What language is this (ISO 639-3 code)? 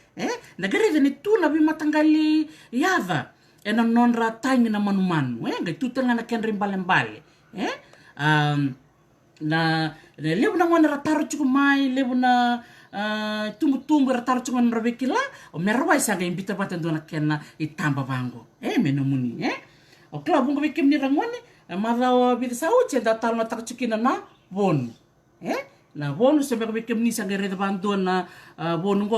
fij